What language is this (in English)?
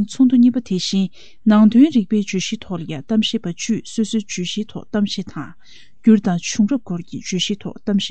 Tibetan